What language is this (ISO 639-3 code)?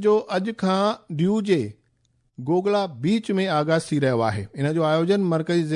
snd